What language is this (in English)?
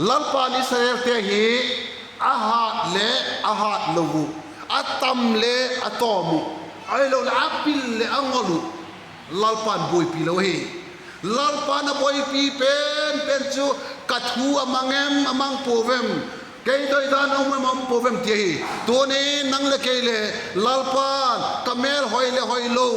Vaiphei